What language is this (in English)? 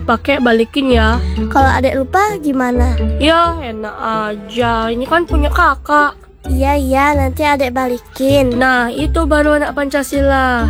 Indonesian